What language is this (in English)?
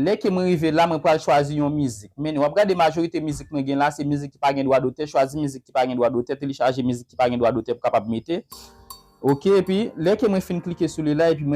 Haitian Creole